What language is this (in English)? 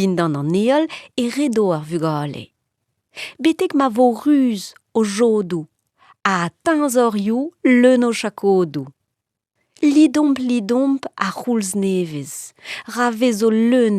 Breton